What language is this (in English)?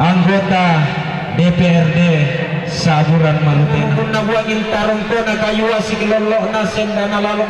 Toraja-Sa'dan